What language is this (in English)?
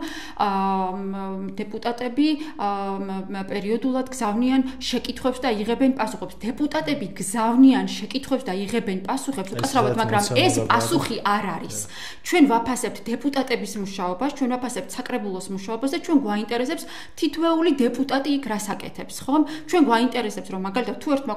Georgian